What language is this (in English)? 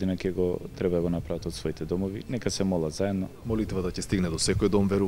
Macedonian